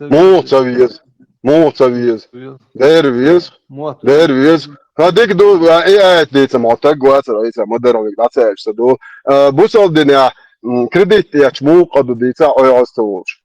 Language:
Chechen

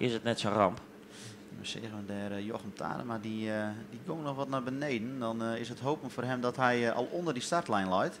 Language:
Western Frisian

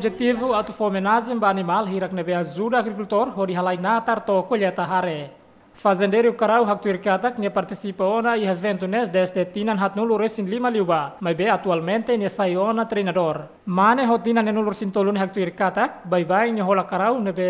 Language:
Tetum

